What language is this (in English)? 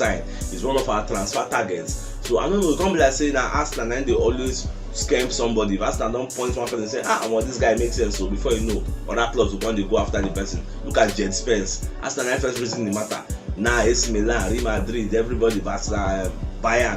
Nigerian Pidgin